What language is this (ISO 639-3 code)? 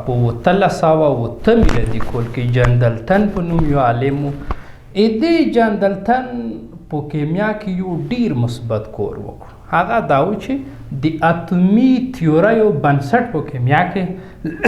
pus